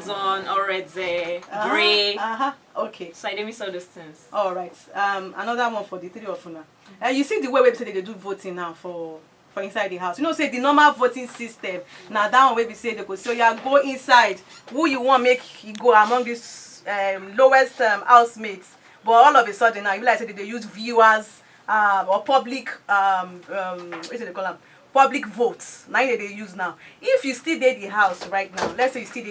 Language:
Nigerian Pidgin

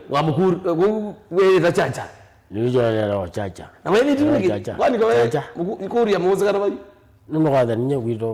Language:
Kamba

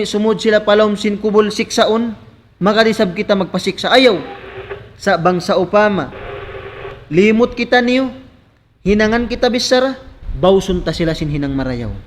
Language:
Tausug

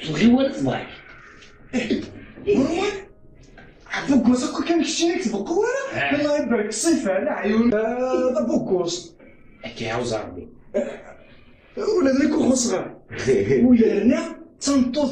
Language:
Kabyle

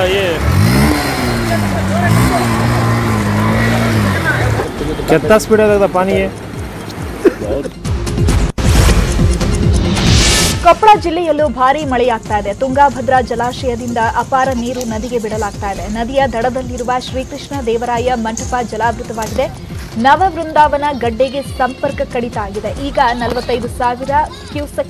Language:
Kannada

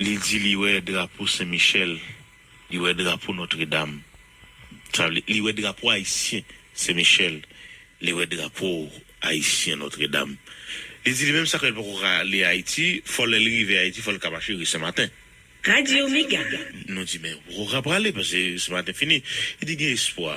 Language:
Haitian Creole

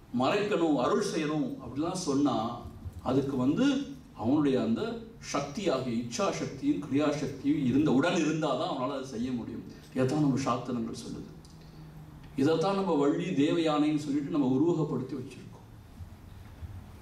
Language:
Tamil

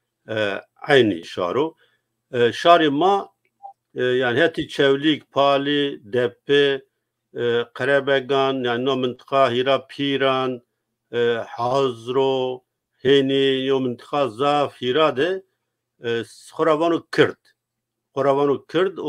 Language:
Zaza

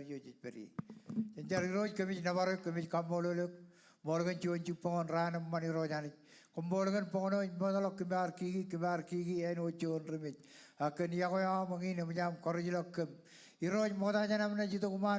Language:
Marshallese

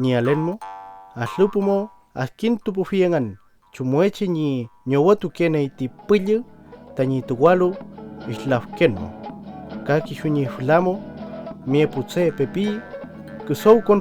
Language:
Mapuche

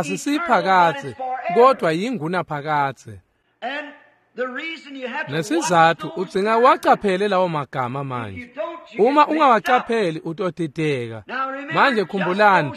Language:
Swati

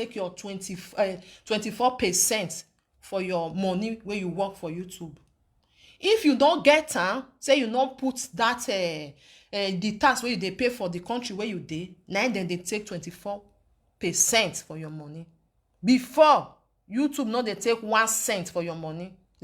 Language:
Nigerian Pidgin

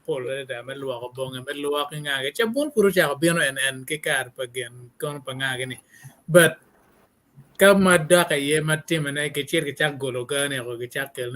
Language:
Acoli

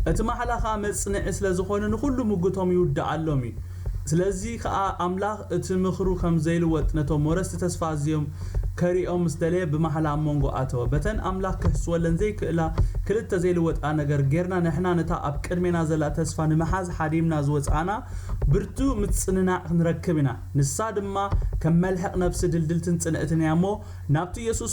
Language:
Tigrinya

